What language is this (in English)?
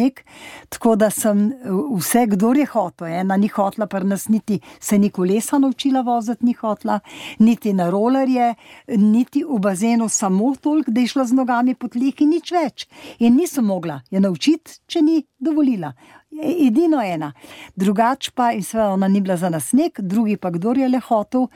Slovenian